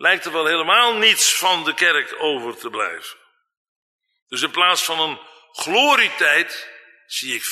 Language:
Dutch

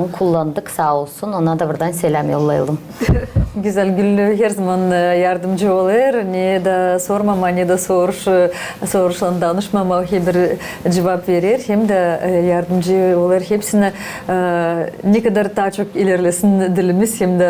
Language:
Gagauz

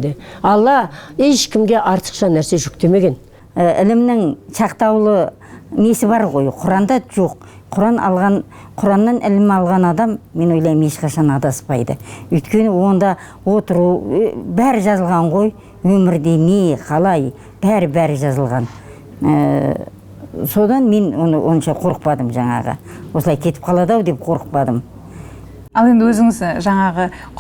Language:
Kazakh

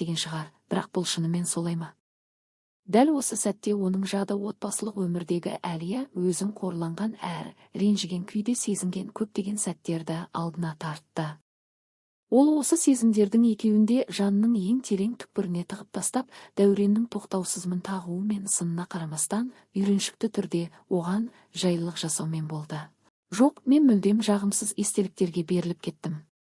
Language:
Kazakh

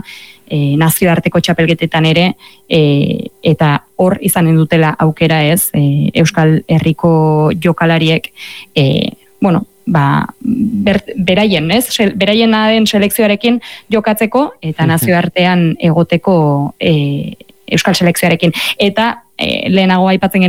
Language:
Basque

